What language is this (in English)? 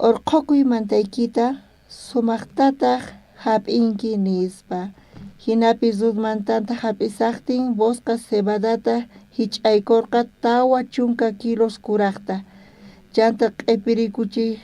South Bolivian Quechua